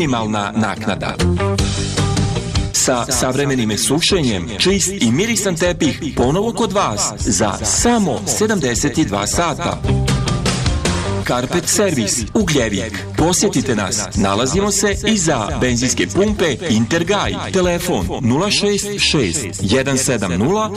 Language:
Serbian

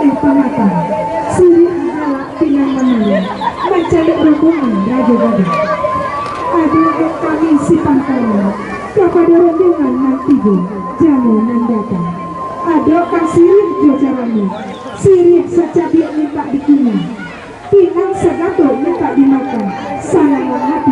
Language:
Minangkabau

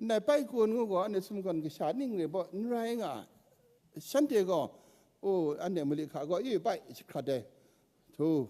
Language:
Kachin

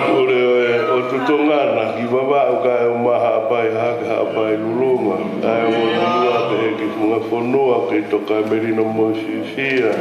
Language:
Tongan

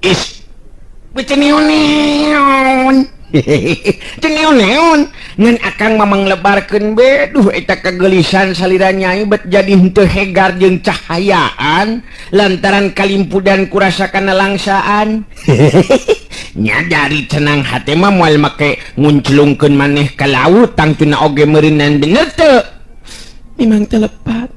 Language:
Sundanese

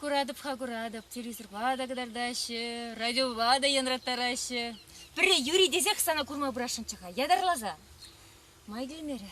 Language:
Chuvash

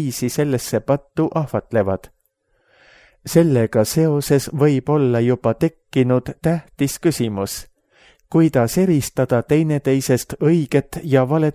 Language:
Estonian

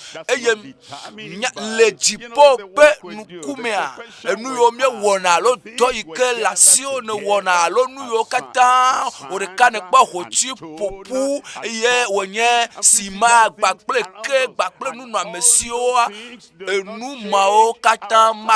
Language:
Ewe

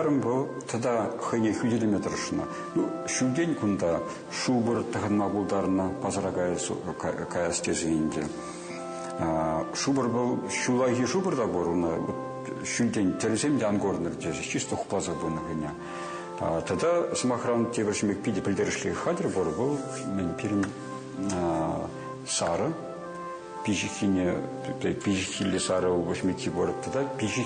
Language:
Chuvash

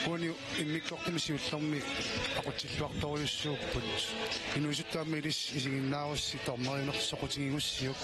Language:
Kalaallisut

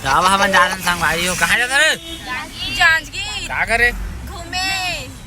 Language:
Chhattisgarhi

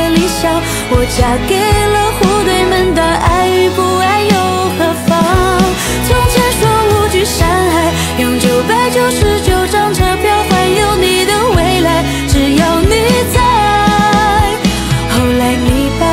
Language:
Chinese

